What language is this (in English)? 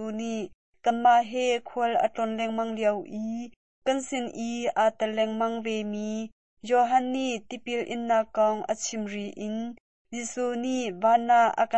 Hakha Chin